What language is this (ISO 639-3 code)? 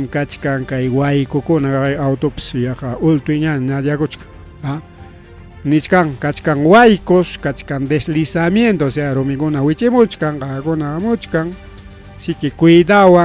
quy